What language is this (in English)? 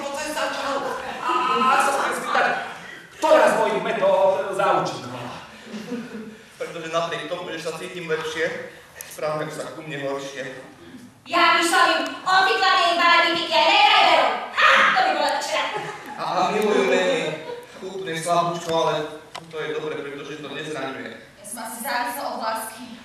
Slovak